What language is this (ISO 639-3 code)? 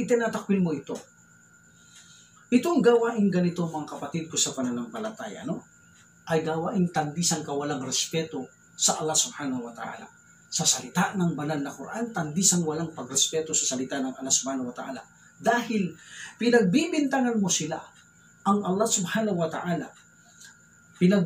fil